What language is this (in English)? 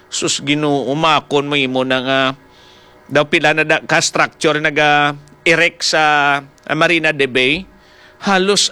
Hiligaynon